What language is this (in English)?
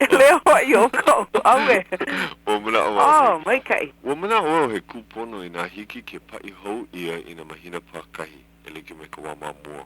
Hawaiian